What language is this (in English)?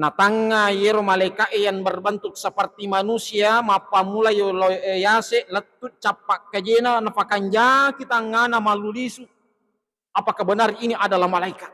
Buginese